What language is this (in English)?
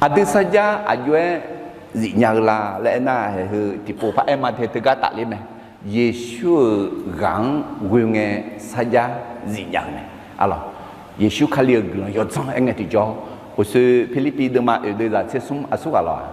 Akha